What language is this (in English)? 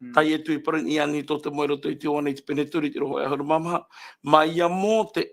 Tahitian